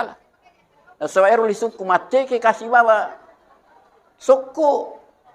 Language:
Buginese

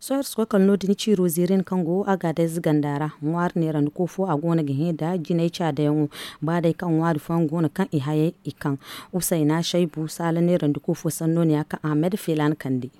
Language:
Zarma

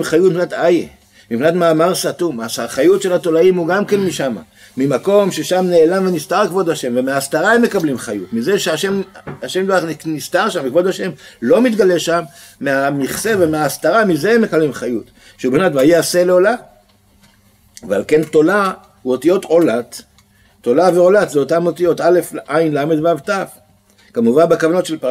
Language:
Hebrew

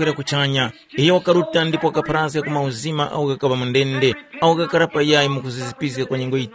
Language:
Tumbuka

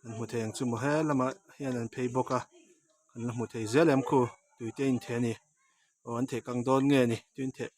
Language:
Mizo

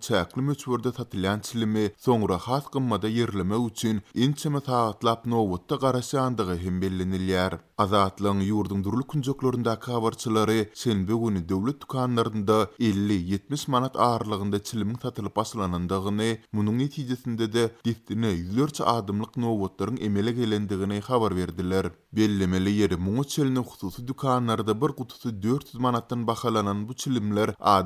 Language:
Turkmen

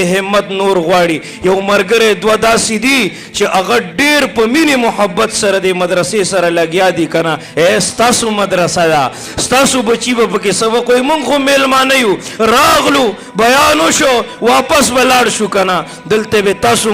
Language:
Pashto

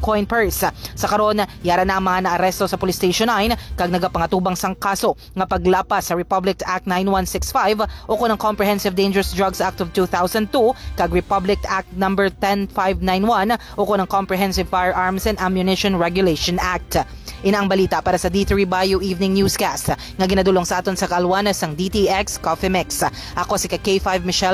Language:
Hiligaynon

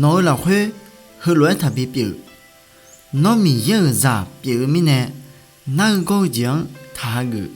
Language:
Akha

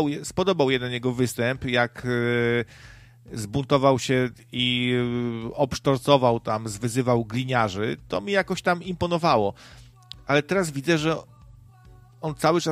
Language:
Polish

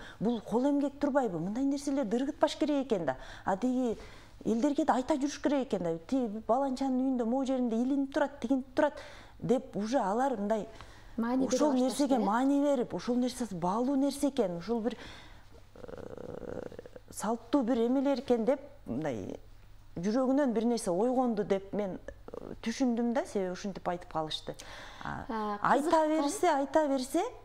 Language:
Kyrgyz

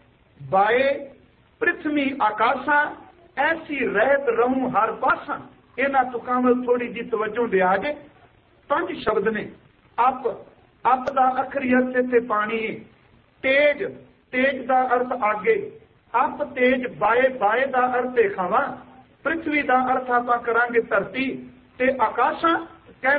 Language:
Punjabi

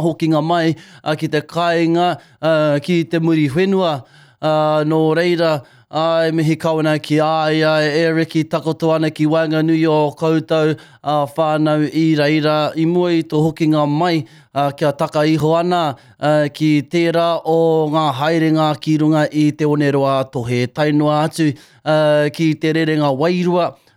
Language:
Māori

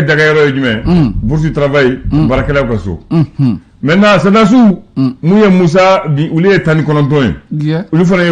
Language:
Bambara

